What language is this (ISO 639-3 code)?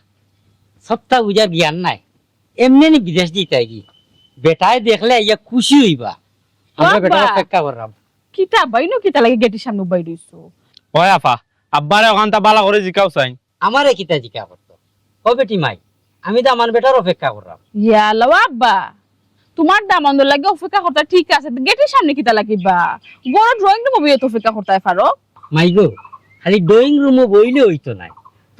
syl